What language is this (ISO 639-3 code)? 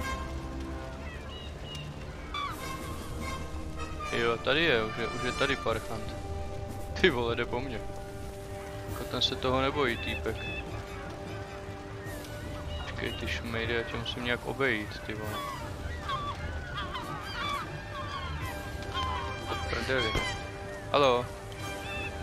ces